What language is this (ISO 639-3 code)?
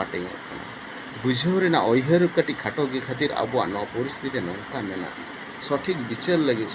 sat